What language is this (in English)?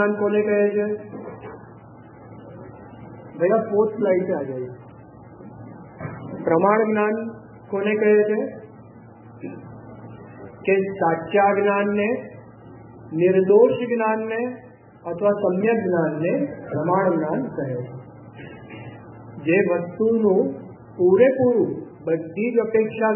Gujarati